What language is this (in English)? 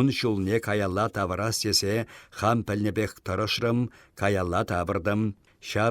Chuvash